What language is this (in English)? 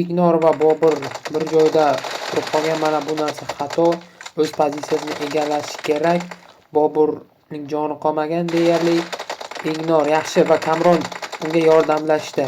Uzbek